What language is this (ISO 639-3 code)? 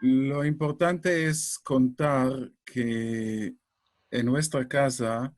lad